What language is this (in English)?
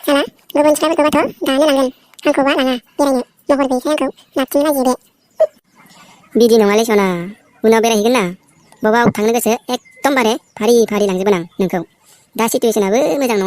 Bodo